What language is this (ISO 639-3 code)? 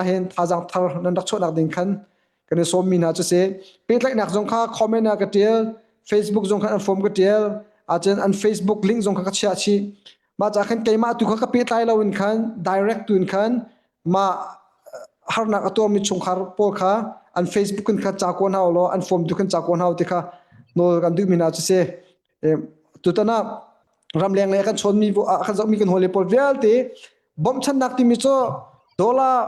cnh